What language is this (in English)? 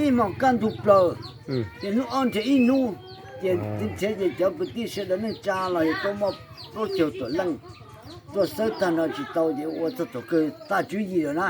Hmong